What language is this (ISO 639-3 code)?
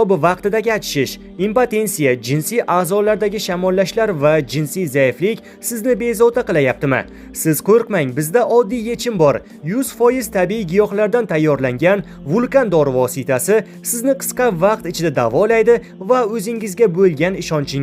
uzb